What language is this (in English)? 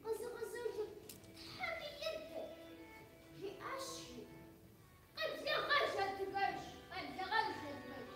Kabardian